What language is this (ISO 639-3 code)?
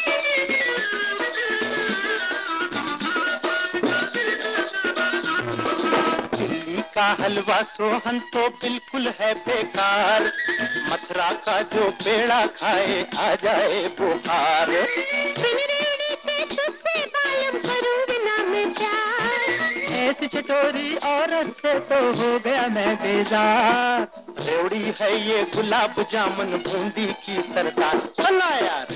hin